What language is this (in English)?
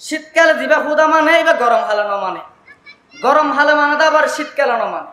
Rohingya